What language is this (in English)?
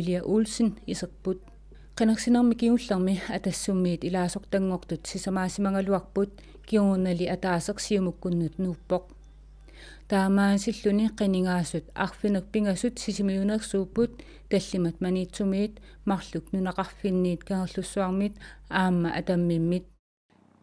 Kalaallisut